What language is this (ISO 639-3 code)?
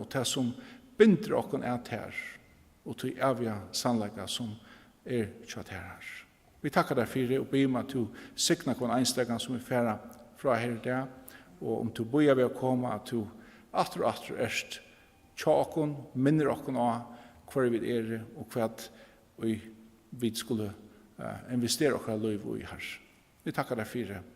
fao